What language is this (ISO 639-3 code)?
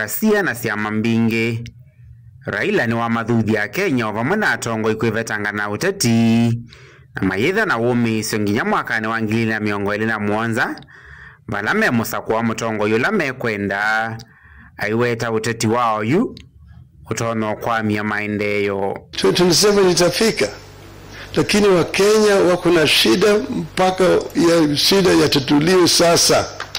kam